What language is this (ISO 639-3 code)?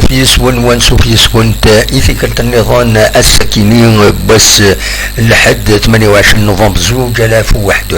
kab